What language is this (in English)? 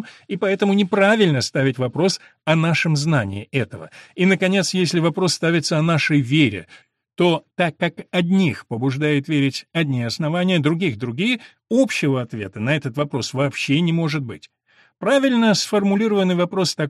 Russian